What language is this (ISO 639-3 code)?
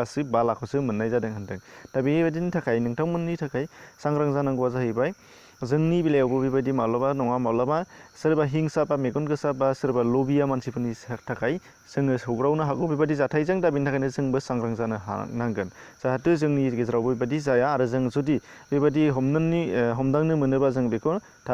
brx